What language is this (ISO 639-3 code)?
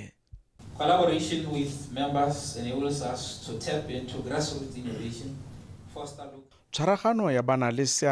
tsn